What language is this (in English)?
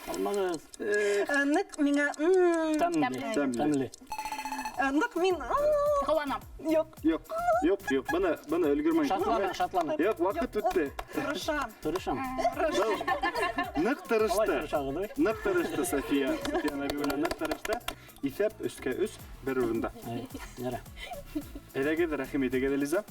Bashkir